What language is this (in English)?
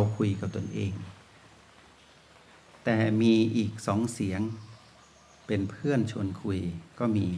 Thai